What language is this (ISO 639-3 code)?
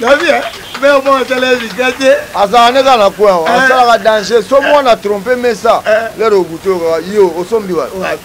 lin